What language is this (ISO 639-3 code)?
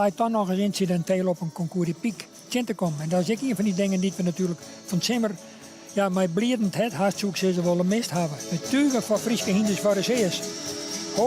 fry